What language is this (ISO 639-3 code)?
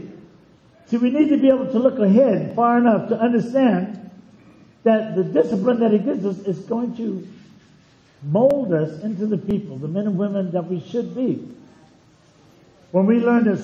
eng